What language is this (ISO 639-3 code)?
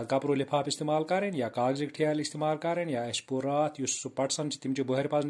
kas